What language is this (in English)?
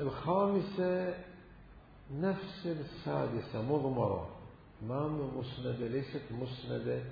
Mesopotamian Arabic